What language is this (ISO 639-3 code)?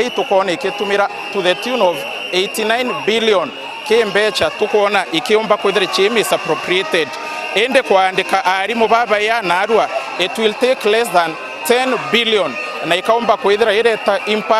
mer